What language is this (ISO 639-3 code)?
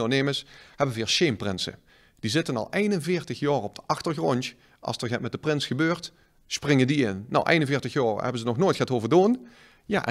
lim